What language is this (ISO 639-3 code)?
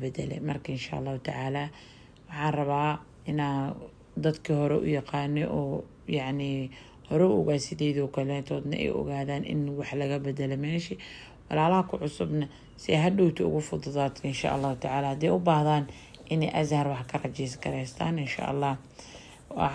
som